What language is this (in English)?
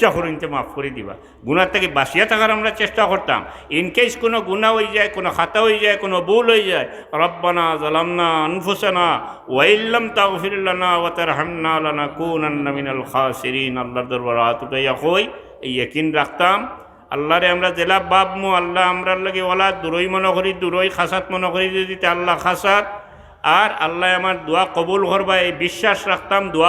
Sylheti